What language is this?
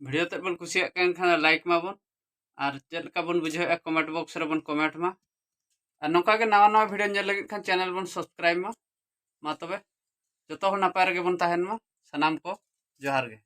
Santali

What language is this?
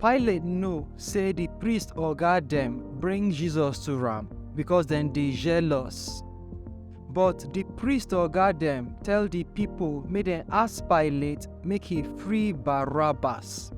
Nigerian Pidgin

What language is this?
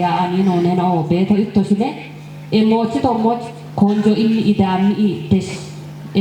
Kafa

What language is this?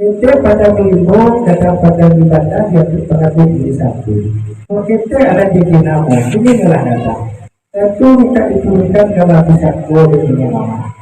Minangkabau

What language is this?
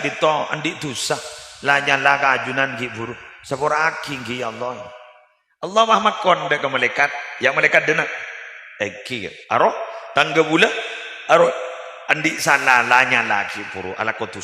Madurese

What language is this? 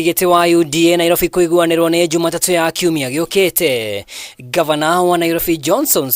Kikuyu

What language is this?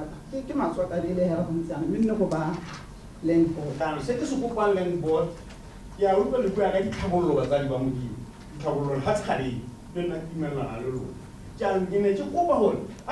Tswana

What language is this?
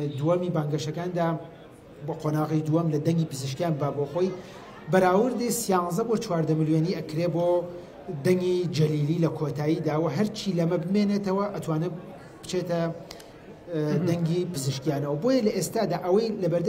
Central Kurdish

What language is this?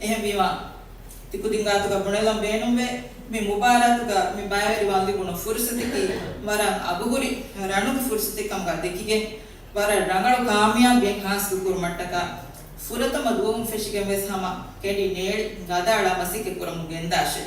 Divehi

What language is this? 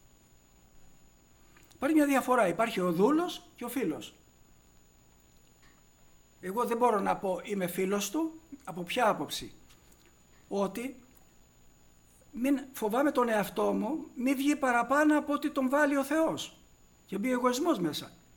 Greek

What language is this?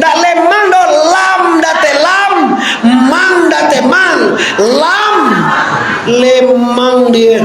Minangkabau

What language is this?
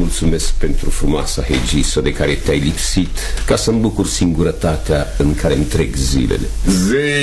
Romanian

